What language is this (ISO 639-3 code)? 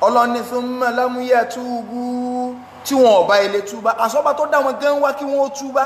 yor